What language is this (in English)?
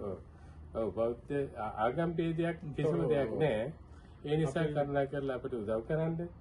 Sinhala